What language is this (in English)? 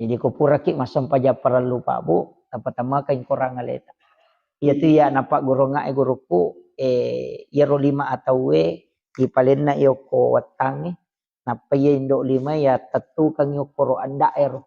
Buginese